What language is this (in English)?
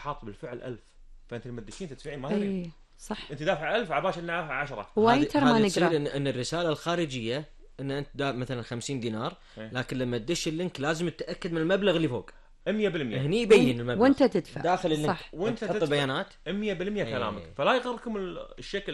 Gulf Arabic